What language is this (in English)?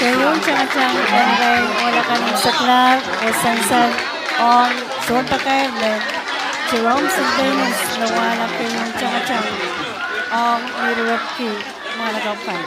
Pohnpeian